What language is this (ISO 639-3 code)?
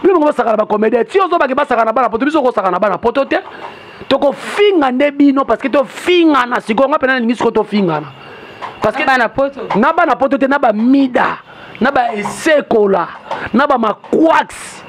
lin